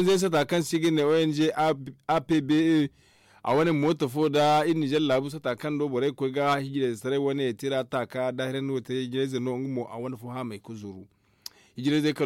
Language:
Zarma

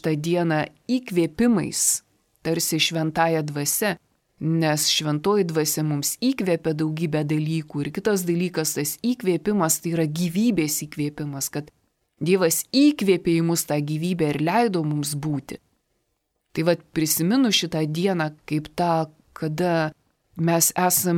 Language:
Lithuanian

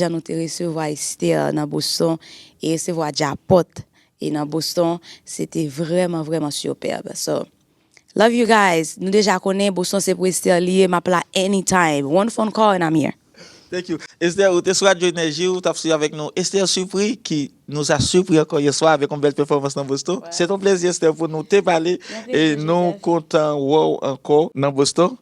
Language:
Haitian Creole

